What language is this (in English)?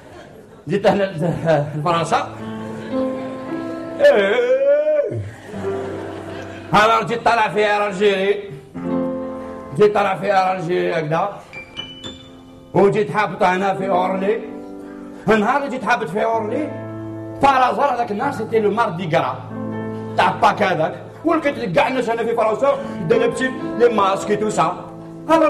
Algerian Arabic